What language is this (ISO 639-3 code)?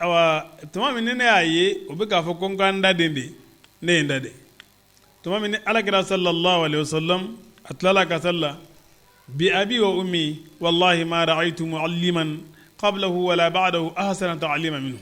bam